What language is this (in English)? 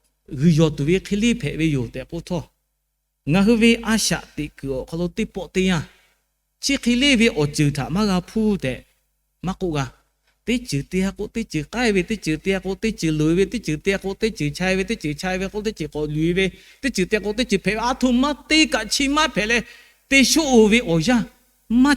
Lahu